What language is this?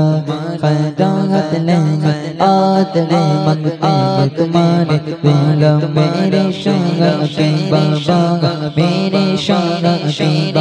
Urdu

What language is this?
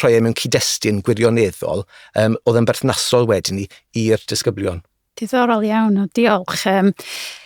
Welsh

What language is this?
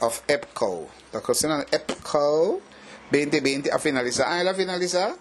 Papiamento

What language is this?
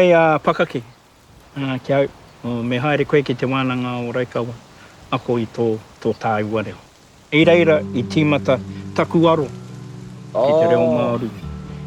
Māori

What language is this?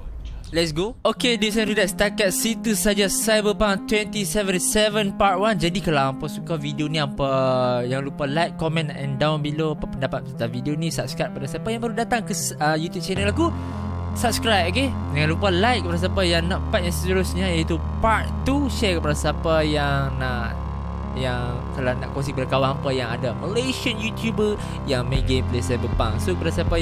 Malay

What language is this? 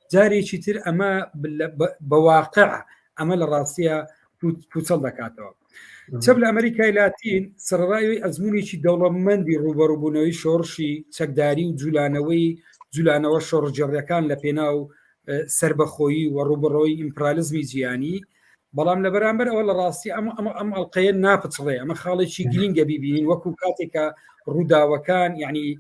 Central Kurdish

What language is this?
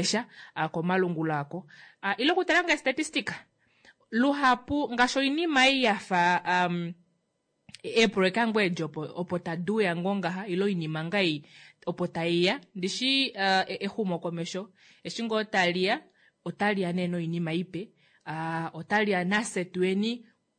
Kuanyama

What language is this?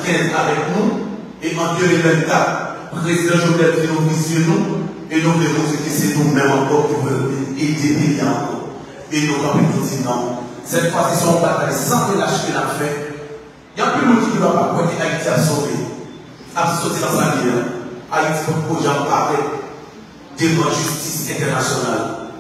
Haitian Creole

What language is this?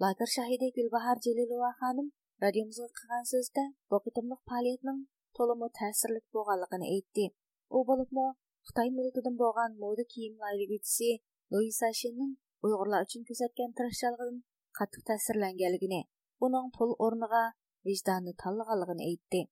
Uyghur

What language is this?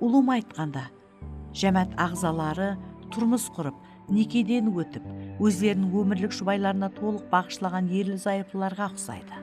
Kara-Kalpak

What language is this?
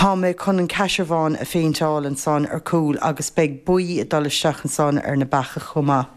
Irish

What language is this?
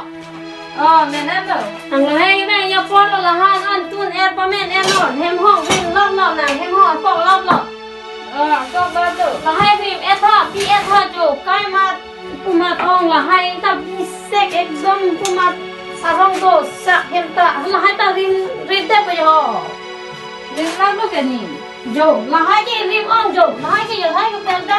Karbi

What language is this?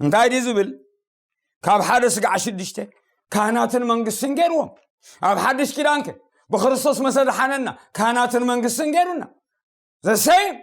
Tigrinya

